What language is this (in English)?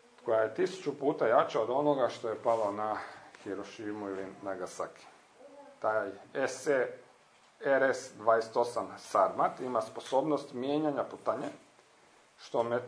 Croatian